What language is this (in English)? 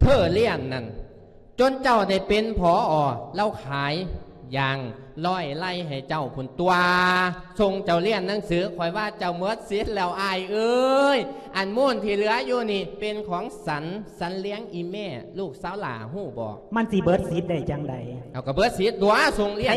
Lao